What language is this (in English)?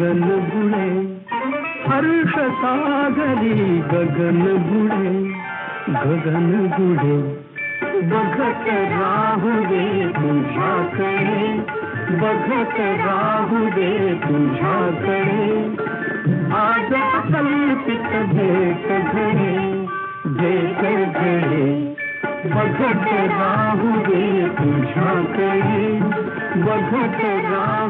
Marathi